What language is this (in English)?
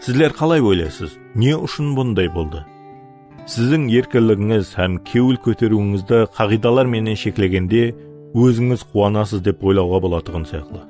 Kara-Kalpak